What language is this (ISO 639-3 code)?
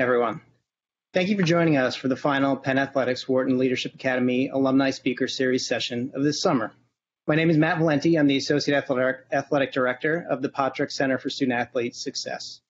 eng